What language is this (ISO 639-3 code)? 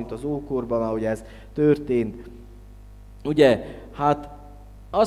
hun